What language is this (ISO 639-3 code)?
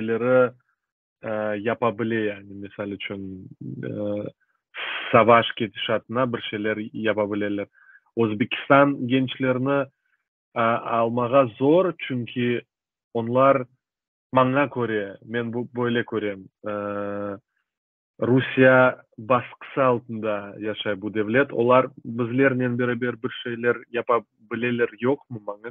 crh